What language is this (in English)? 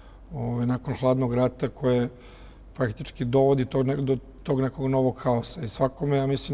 Serbian